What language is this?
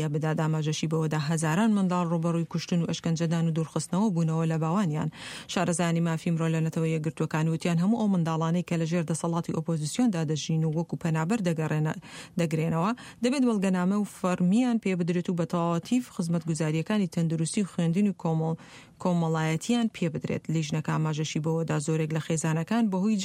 Central Kurdish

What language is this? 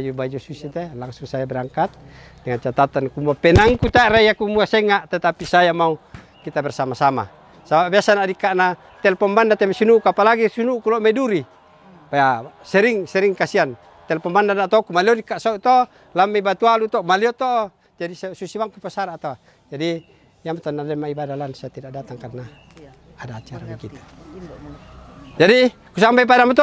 Toraja-Sa'dan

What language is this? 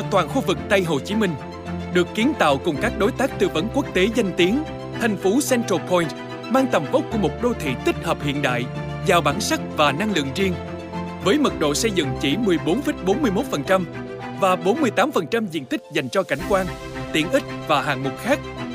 Vietnamese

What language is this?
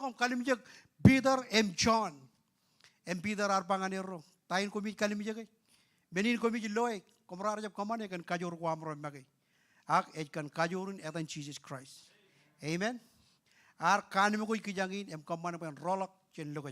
Marshallese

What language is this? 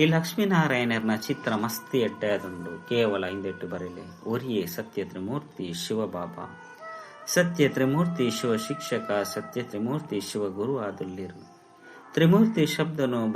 Tulu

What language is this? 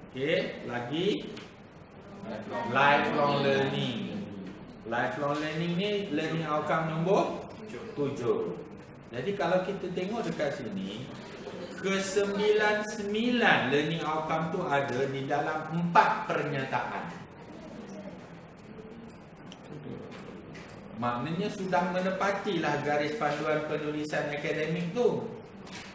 Malay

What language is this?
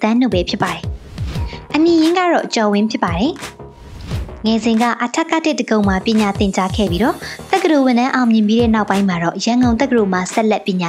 Burmese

